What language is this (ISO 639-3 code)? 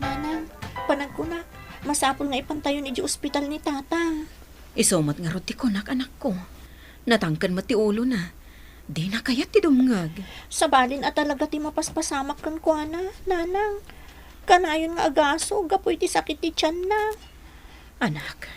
ilo